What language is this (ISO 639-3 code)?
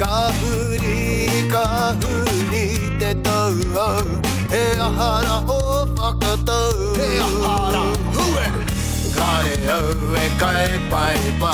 mri